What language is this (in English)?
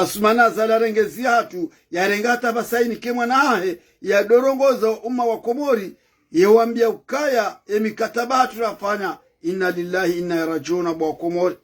Ngazidja Comorian